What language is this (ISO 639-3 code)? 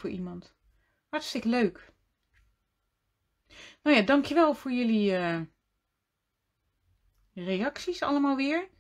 nld